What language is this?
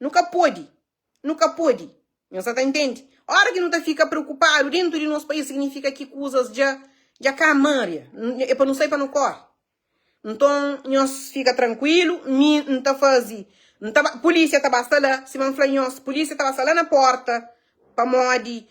Kabuverdianu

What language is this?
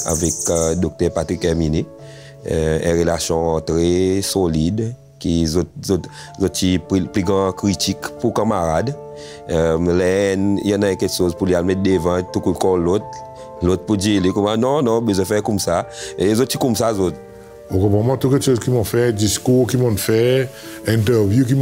Seselwa Creole French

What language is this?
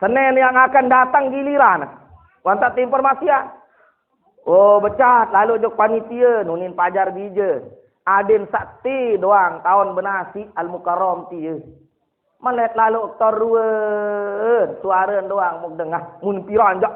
Sasak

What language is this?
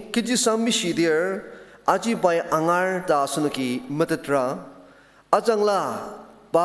Ao Naga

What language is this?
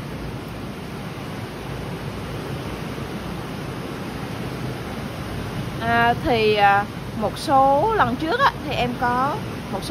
Vietnamese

